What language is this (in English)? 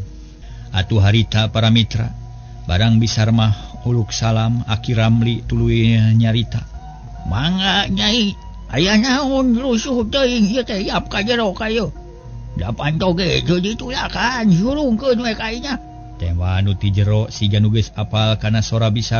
Sundanese